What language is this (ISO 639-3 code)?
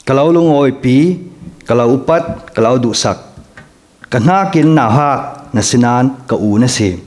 cfm